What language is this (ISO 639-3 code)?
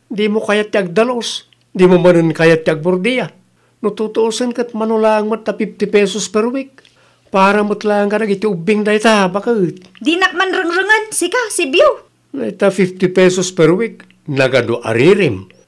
ilo